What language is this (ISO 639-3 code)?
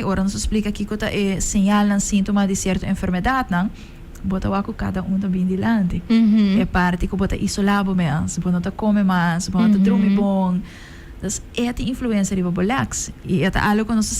pap